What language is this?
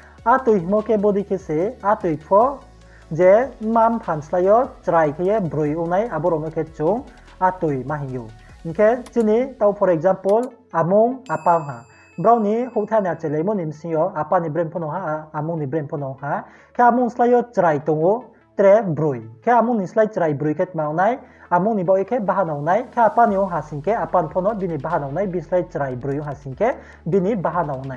Riang (India)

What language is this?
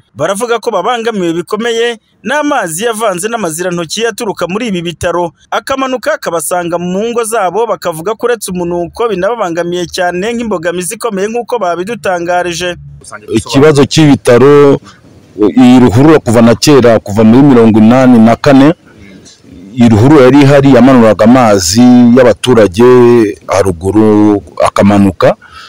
Kinyarwanda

